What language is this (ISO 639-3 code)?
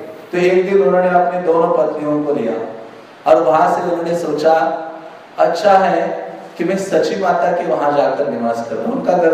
hin